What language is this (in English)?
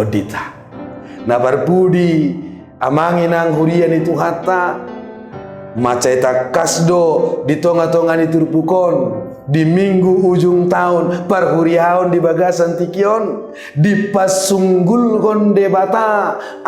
Batak Toba